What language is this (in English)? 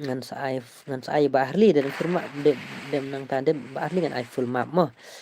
Khasi